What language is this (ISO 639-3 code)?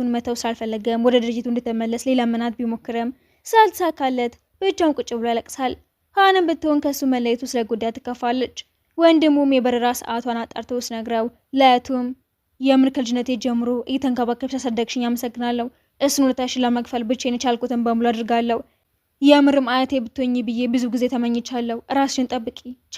amh